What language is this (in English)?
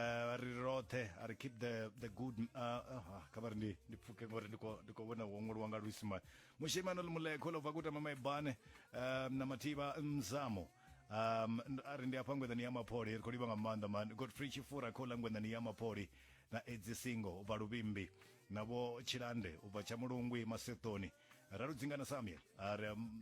Venda